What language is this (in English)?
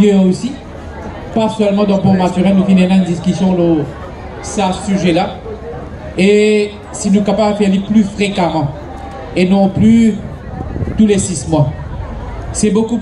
Morisyen